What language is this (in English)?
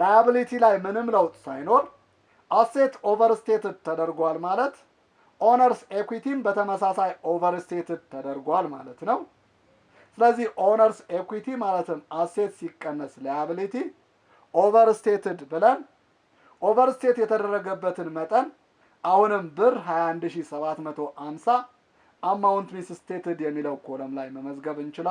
Amharic